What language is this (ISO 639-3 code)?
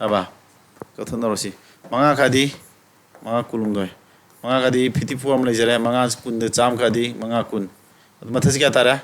mni